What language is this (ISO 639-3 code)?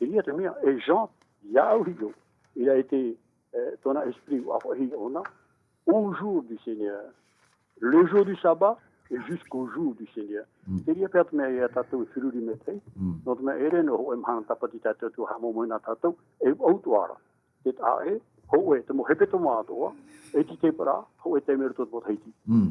tah